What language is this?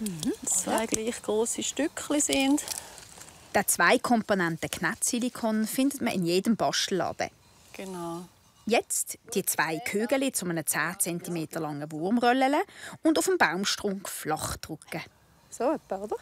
Swiss German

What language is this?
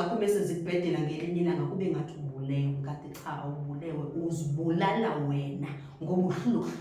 Zulu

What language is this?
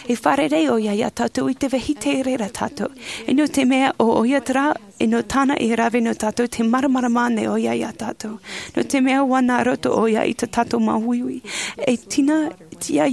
Tahitian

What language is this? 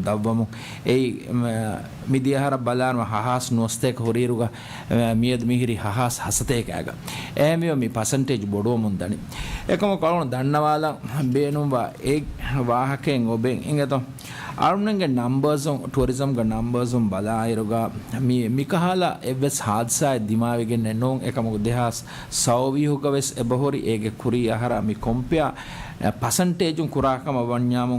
Divehi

